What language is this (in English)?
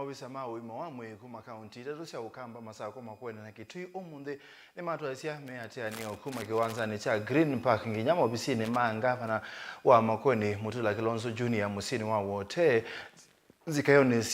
Kamba